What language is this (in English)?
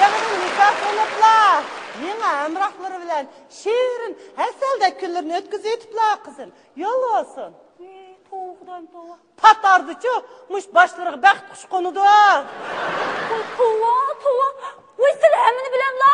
Uyghur